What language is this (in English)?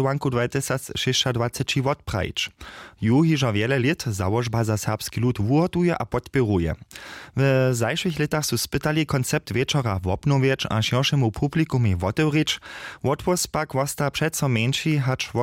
Upper Sorbian